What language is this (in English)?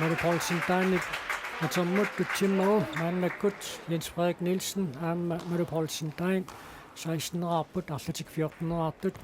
Kalaallisut